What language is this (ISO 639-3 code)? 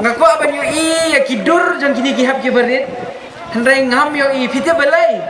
kha